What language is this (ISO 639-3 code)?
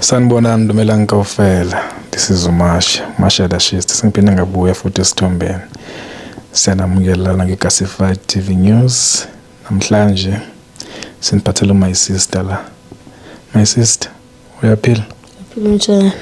zul